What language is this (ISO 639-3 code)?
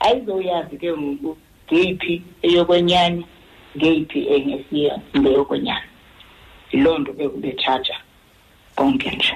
xho